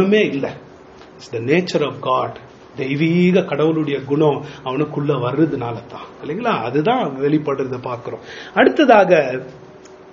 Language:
Tamil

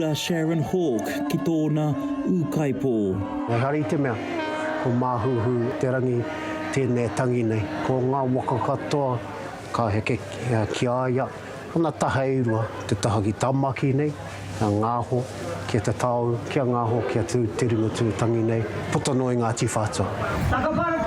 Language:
Māori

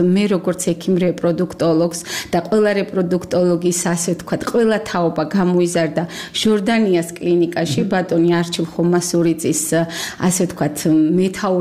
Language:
Georgian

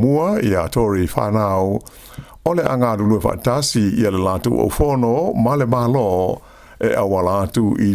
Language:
Samoan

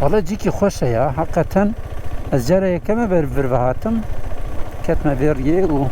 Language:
Kurdish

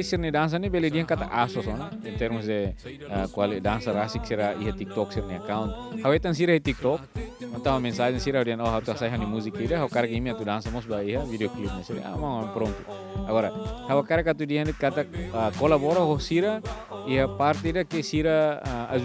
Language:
Tetum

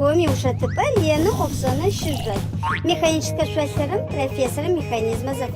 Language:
Adyghe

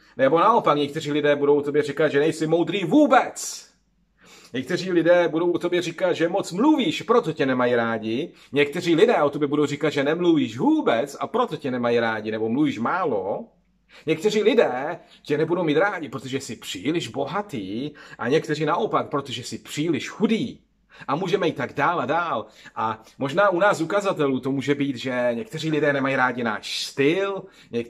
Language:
Czech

